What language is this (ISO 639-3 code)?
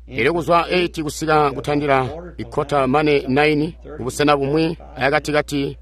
toi